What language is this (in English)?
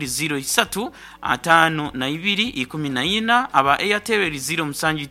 Nyankole